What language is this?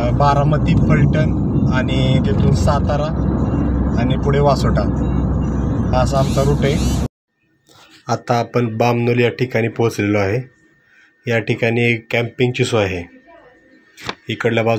Marathi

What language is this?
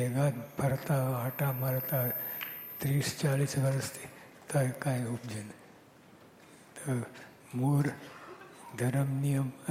Gujarati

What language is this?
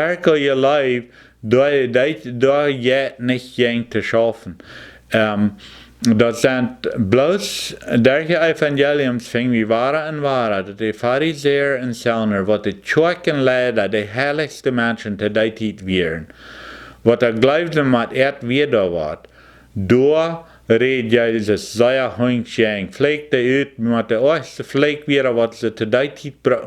Plautdietsch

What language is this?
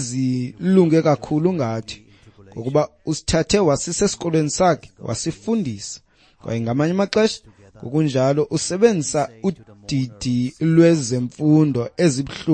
Xhosa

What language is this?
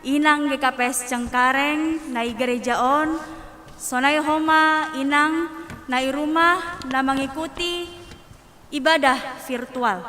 Batak Simalungun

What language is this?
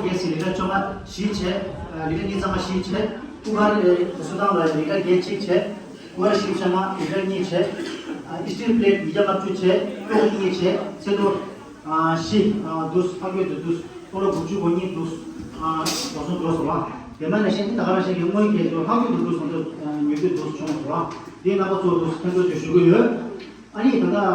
Tibetan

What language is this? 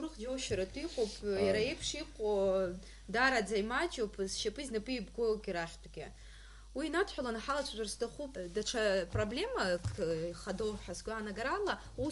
Abkhazian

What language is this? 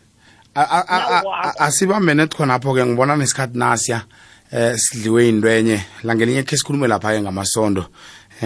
South Ndebele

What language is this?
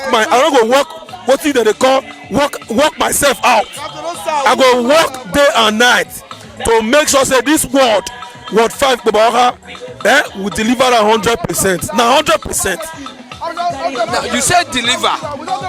Nigerian Pidgin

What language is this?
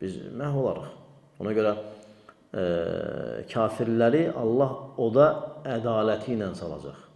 Azerbaijani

